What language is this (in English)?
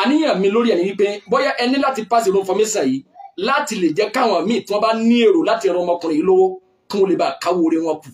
Yoruba